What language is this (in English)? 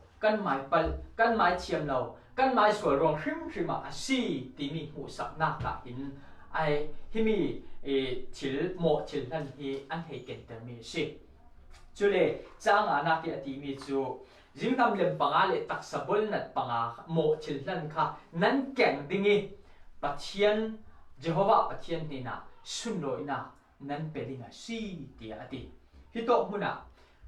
Falam Chin